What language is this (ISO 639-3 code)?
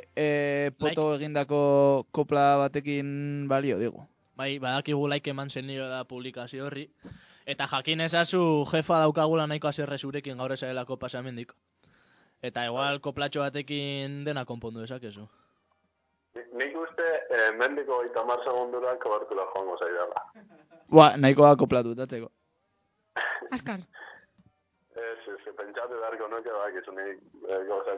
eus